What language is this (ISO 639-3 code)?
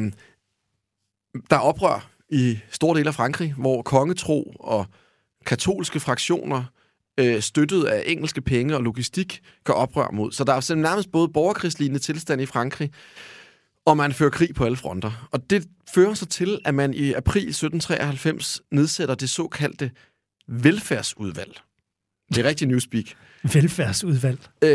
dan